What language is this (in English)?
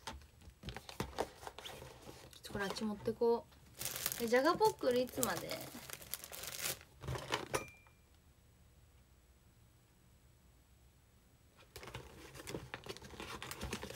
Japanese